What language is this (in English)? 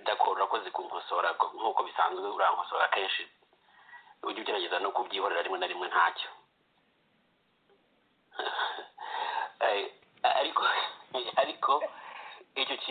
Kinyarwanda